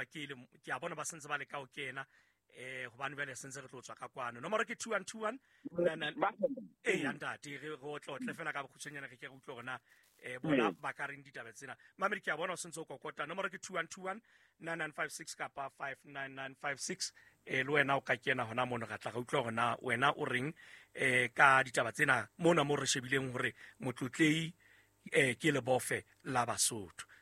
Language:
Southern Sotho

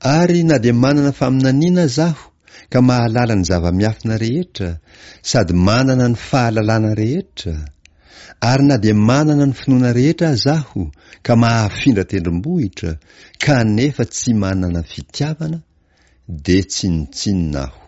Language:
Malagasy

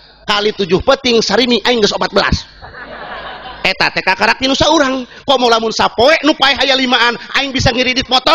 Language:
Sundanese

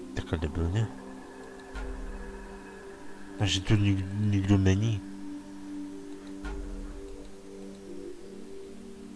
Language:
Czech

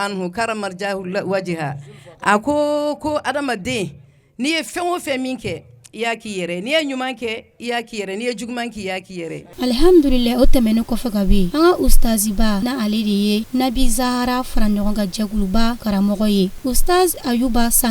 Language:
Bambara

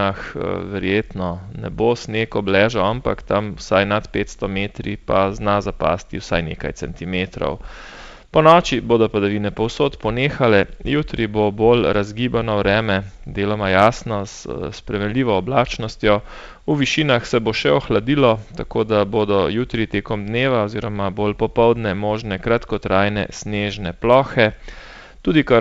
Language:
Slovenian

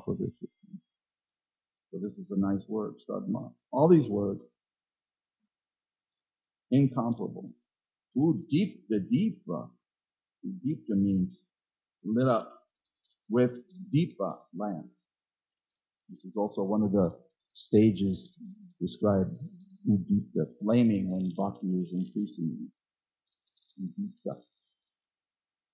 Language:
English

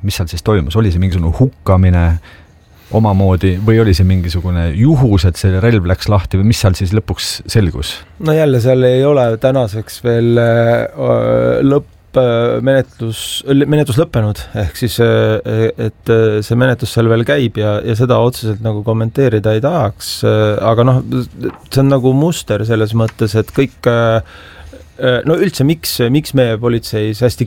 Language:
Estonian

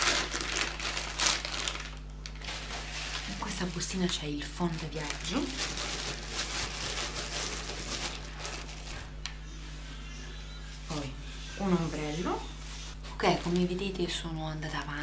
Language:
Italian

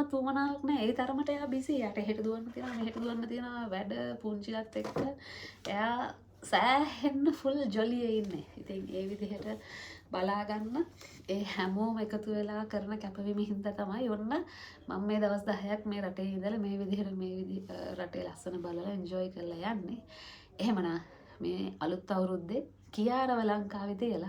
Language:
Sinhala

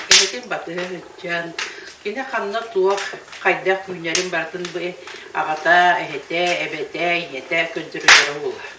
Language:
Yakut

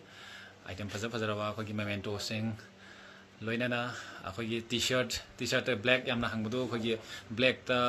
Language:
Manipuri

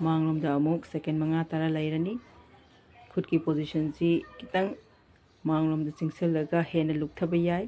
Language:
Manipuri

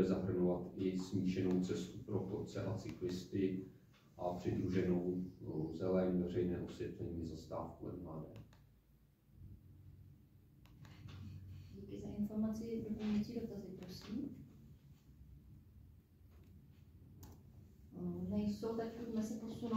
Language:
Czech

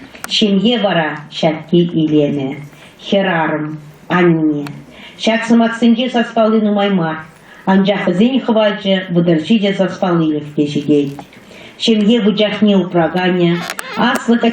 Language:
Chuvash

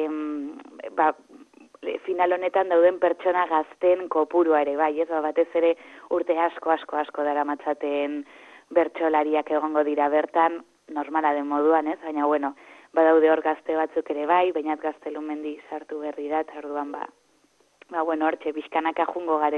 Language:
Basque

